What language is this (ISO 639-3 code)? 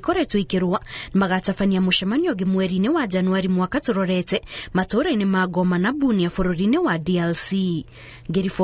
kik